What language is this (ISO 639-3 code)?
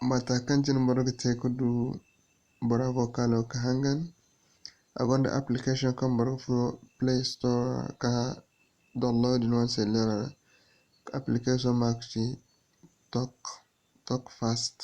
dje